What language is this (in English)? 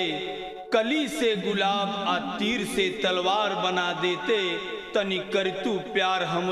Bhojpuri